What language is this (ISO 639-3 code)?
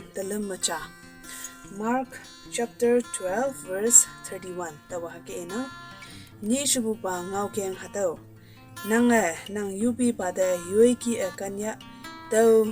nbe